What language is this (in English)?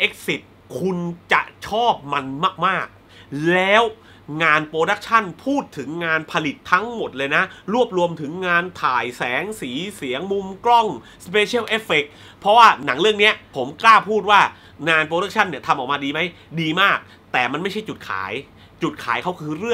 Thai